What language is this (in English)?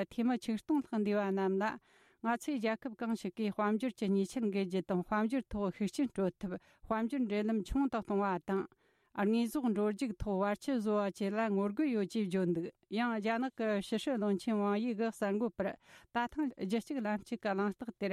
Tibetan